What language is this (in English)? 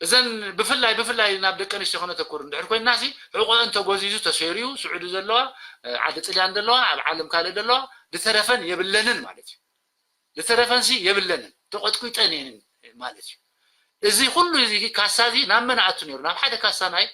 Tigrinya